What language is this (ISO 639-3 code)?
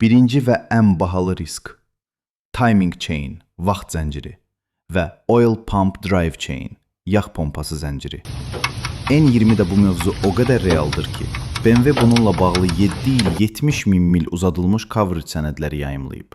aze